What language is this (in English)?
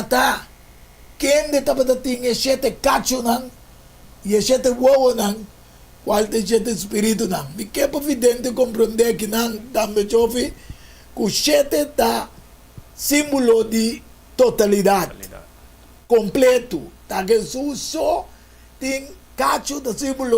Papiamento